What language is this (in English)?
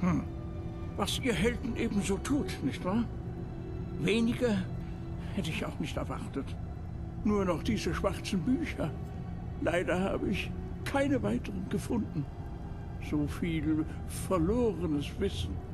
Bavarian